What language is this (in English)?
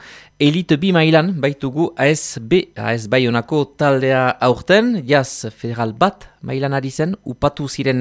Basque